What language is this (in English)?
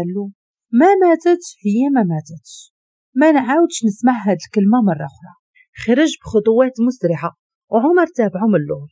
Moroccan Arabic